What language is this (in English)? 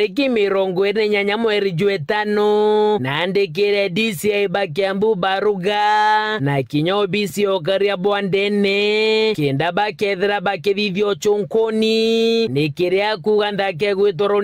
Meru